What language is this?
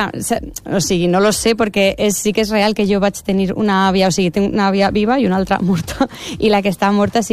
Catalan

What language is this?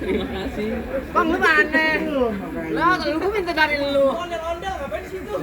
Betawi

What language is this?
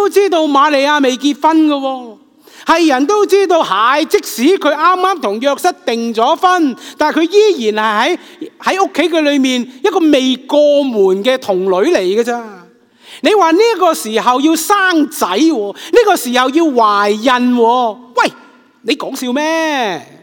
Cantonese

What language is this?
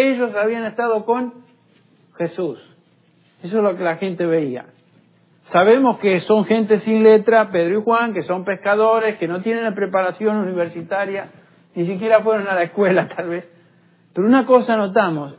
Spanish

